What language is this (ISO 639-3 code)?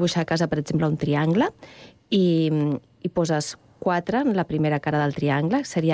cat